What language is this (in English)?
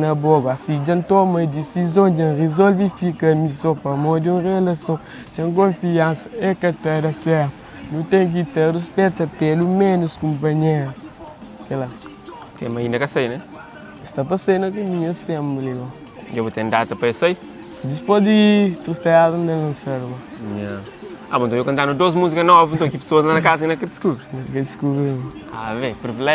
Kabuverdianu